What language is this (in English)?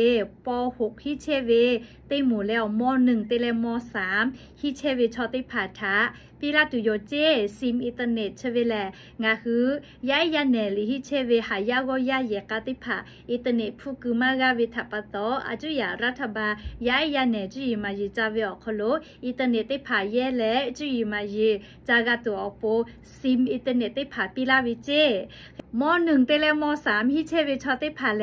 Lahu